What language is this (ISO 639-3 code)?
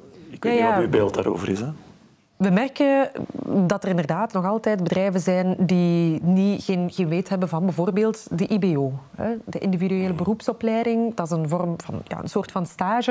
nld